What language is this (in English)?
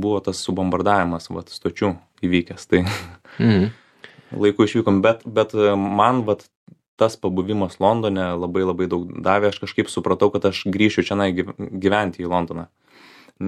Lithuanian